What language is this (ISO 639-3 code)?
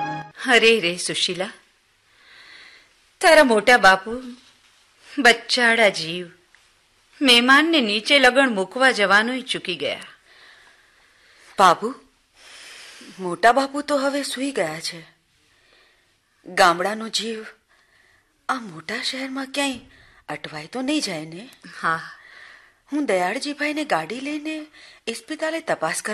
guj